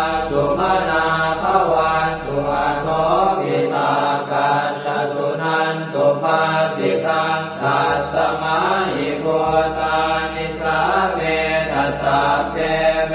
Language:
Pali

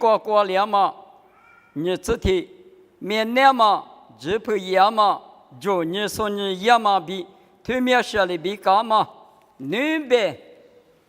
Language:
Lisu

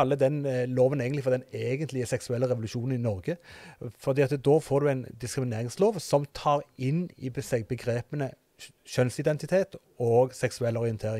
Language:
Norwegian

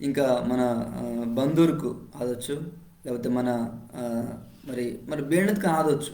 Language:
Koya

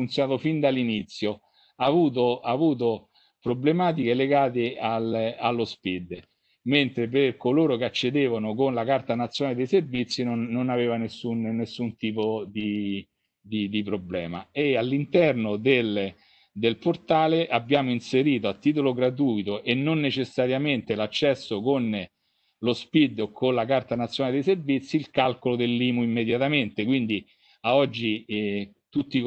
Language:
Italian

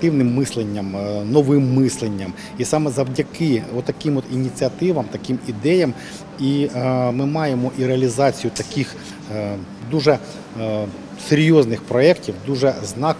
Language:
Ukrainian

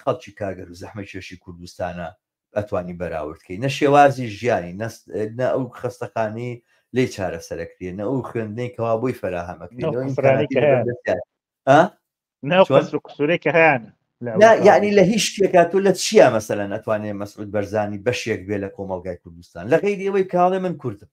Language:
Central Kurdish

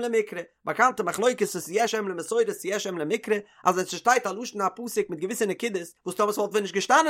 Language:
Yiddish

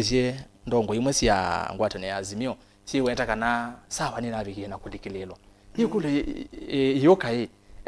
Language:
Kamba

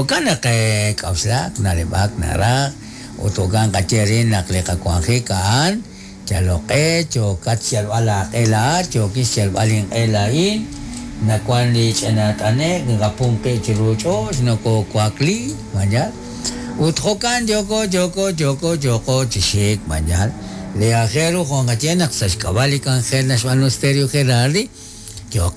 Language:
Kekchí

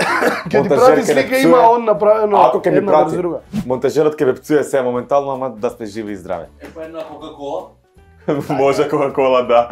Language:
Macedonian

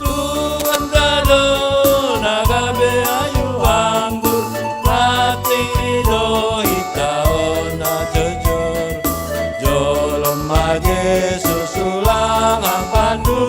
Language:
Batak Simalungun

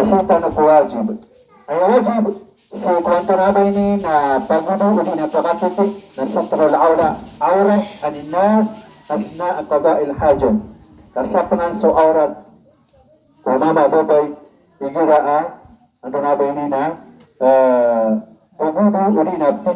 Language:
Maranao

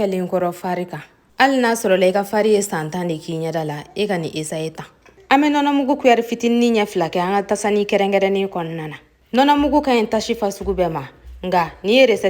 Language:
Bambara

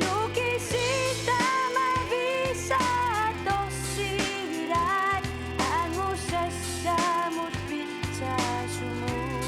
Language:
Kalaallisut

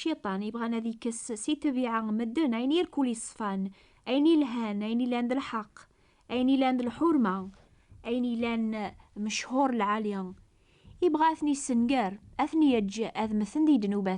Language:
Kabyle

